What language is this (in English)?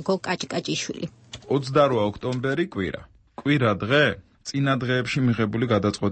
Georgian